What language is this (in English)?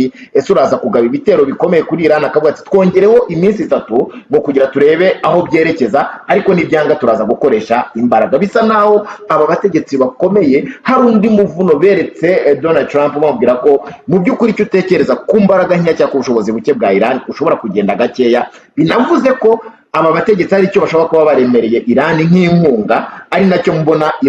Kinyarwanda